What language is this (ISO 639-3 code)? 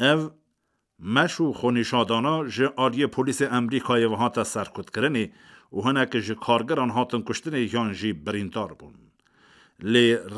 kur